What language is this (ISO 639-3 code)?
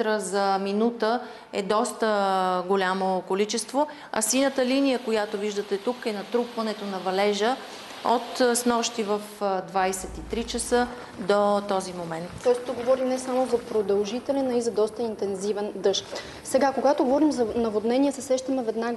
bul